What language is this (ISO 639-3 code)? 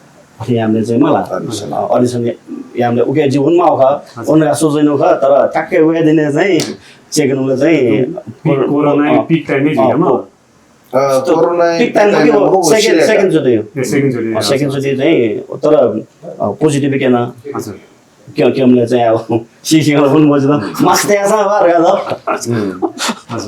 new